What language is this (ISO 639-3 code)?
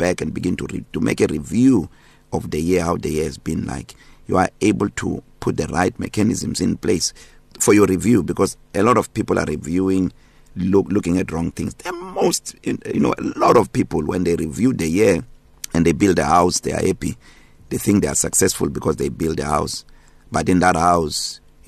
eng